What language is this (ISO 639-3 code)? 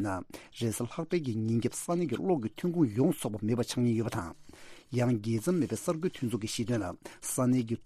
bod